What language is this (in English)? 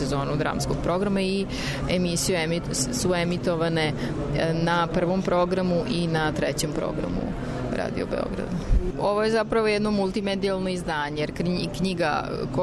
Serbian